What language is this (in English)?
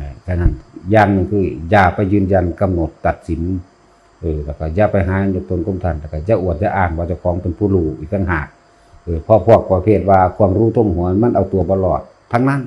Northeastern Thai